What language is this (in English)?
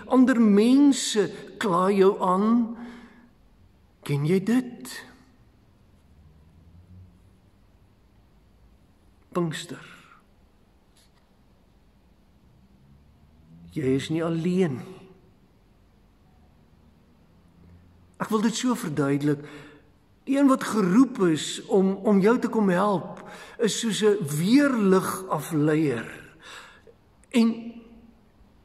Afrikaans